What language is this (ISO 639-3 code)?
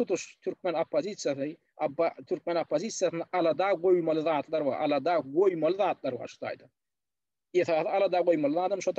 tuk